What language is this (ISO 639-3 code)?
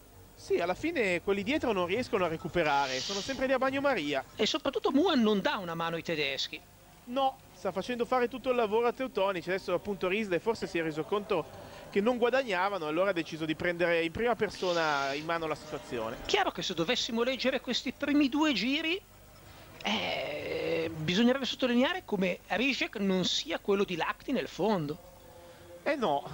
ita